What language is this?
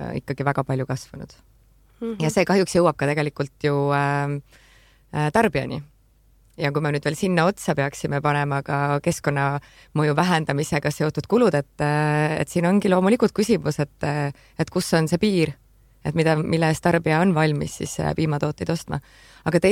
Estonian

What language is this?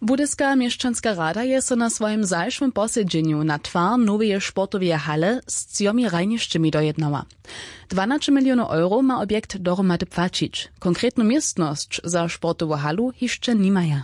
Upper Sorbian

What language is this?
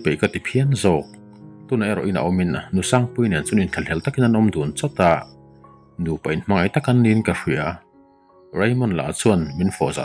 Mizo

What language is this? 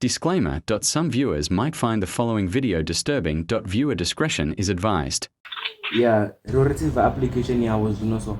Venda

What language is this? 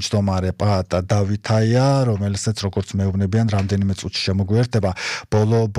Georgian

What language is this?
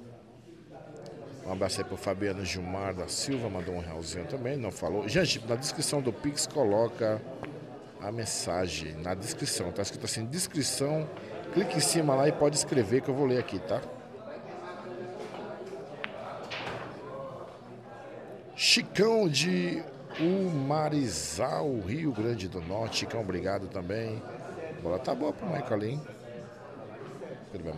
Portuguese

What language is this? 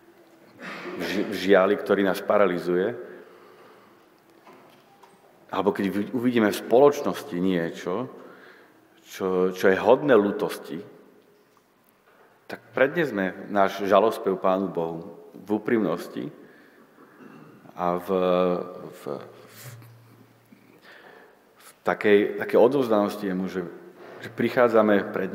Slovak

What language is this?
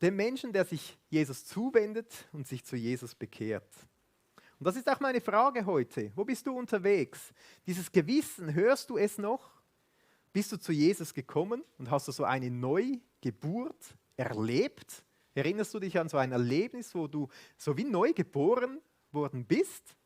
Swiss German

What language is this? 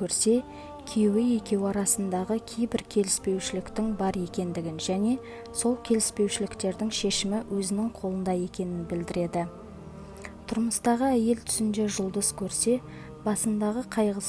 Kazakh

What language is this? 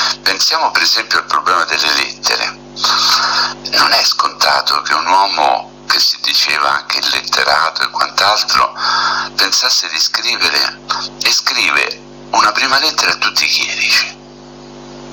Italian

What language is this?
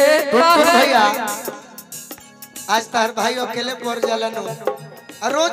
Bhojpuri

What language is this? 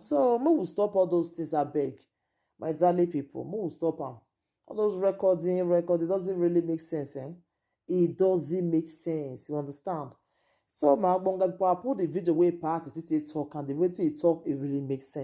Nigerian Pidgin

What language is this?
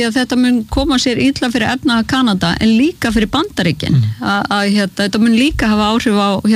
Icelandic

